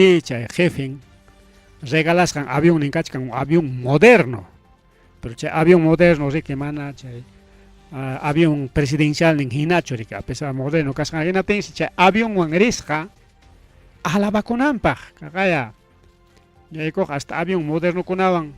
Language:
Ayacucho Quechua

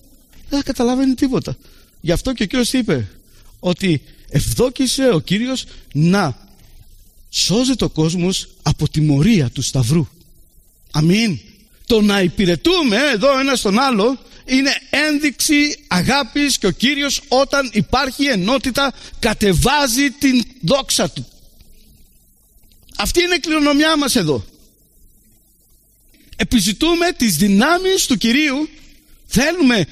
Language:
Greek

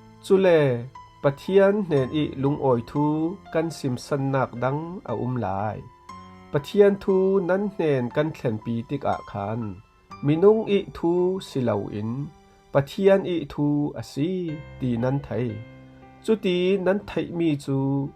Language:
Falam Chin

